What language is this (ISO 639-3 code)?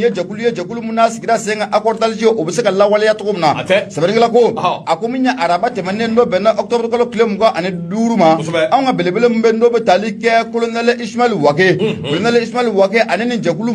bam